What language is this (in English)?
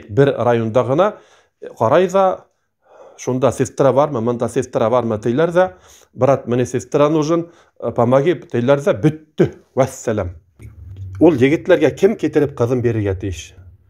Bashkir